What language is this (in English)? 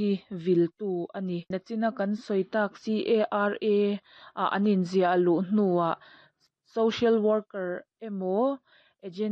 Mizo